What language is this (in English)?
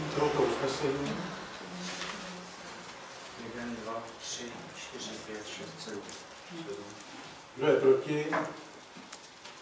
Czech